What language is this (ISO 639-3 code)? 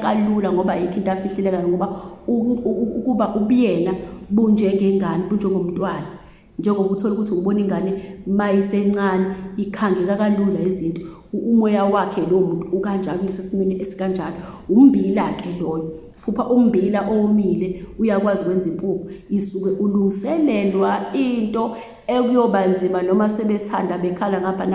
zul